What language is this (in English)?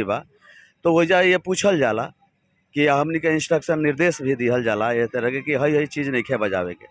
Bhojpuri